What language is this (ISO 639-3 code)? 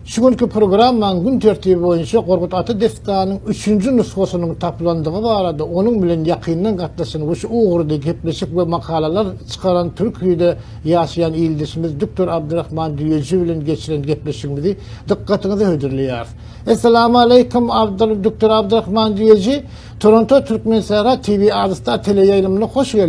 tuk